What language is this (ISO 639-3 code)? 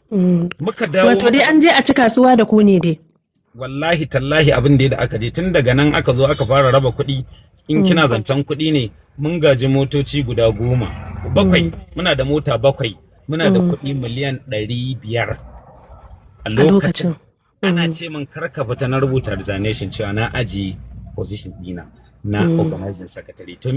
hau